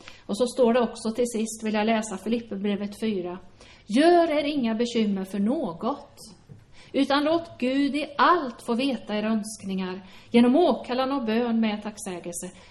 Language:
Swedish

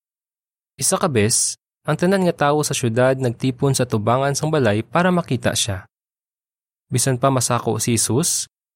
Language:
Hiligaynon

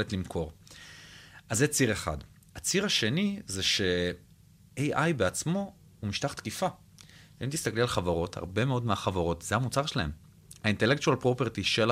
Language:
Hebrew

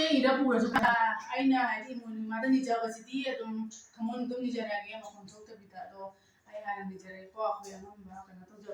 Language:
Manipuri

